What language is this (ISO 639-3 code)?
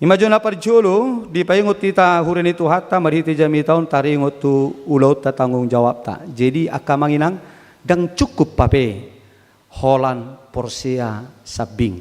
bbc